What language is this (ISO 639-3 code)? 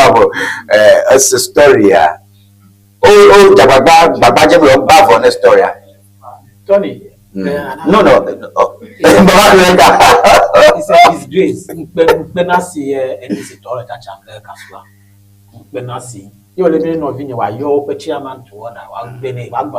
ewe